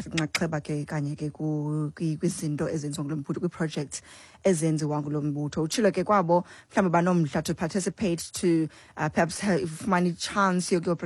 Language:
Xhosa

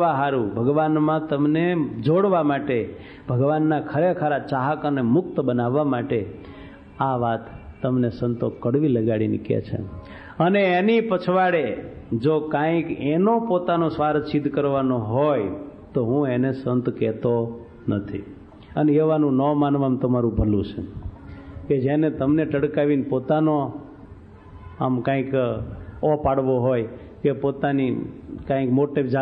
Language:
Gujarati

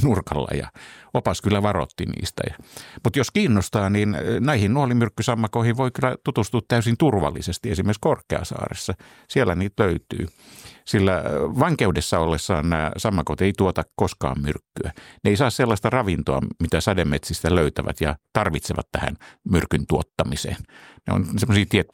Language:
Finnish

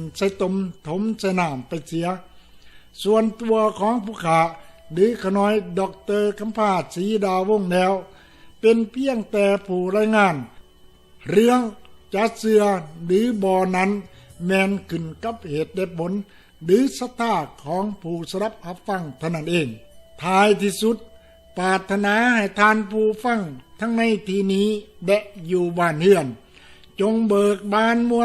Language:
Lao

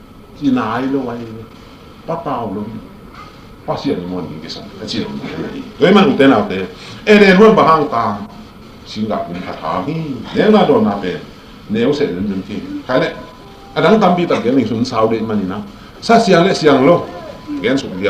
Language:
Tedim Chin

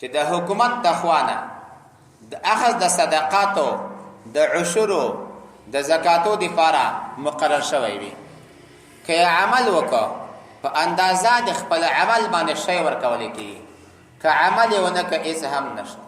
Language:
Pashto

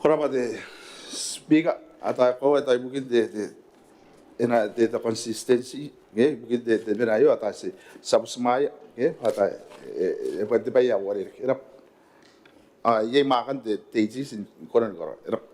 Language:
Gilbertese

